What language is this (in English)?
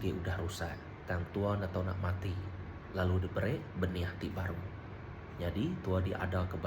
Iban